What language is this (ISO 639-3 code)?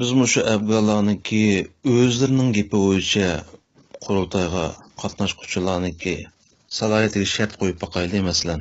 uig